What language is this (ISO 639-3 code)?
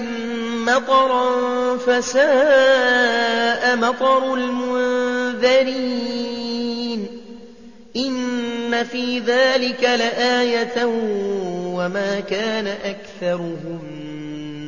ara